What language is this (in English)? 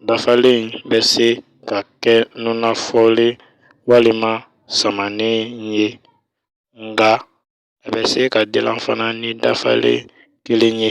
Bambara